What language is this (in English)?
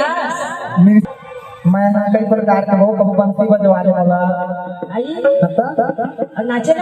Chhattisgarhi